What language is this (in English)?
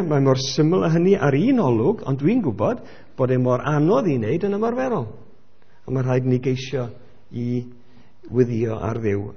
Welsh